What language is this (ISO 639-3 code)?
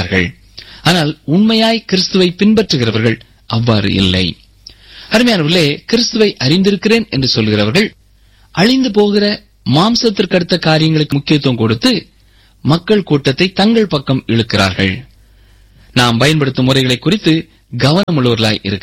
tam